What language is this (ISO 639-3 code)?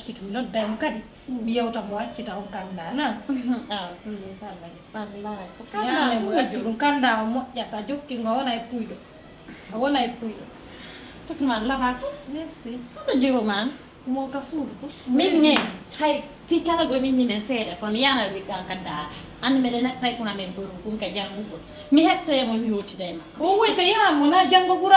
ful